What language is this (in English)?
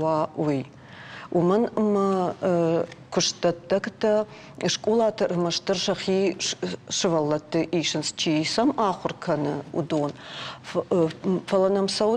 Ossetic